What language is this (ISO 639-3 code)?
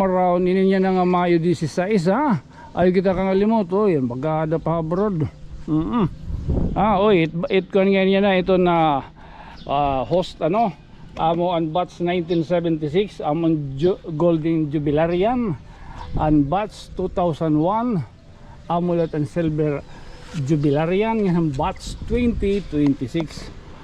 war